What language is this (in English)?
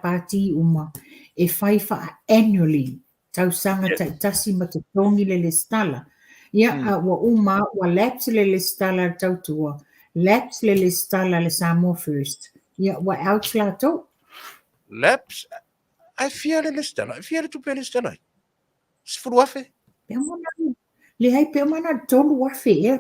Samoan